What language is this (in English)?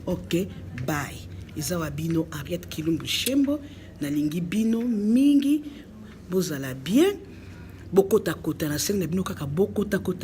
Lingala